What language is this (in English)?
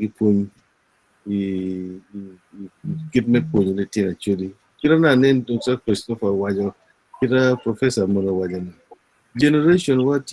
Acoli